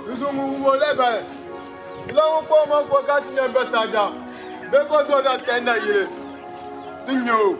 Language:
Dagbani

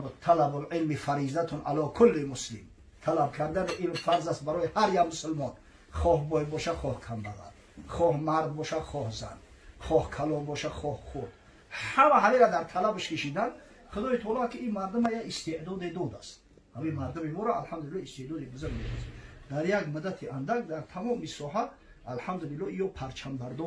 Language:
Tajik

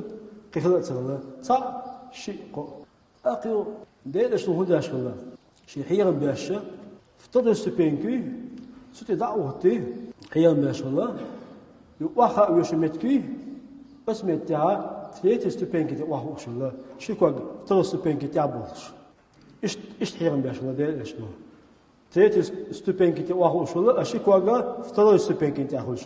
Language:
Chechen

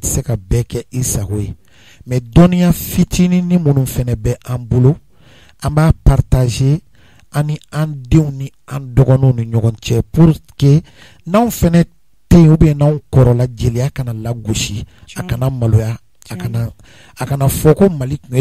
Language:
Bambara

